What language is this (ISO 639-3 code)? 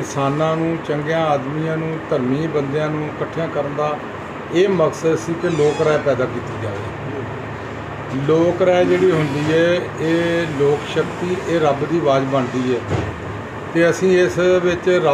pan